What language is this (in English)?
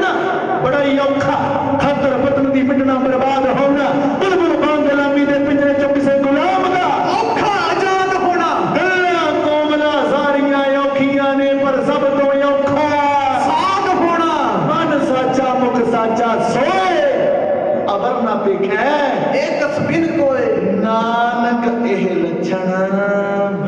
Punjabi